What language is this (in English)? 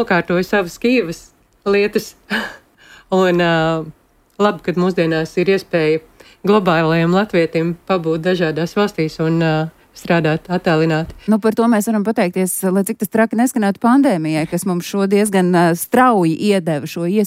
Latvian